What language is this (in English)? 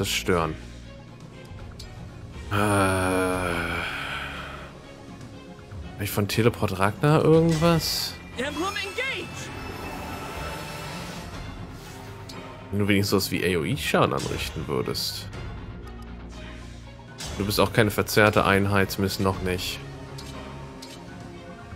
German